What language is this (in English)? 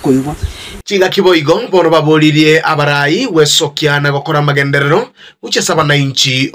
Gusii